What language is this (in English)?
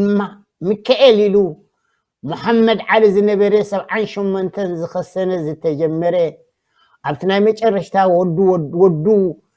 Tigrinya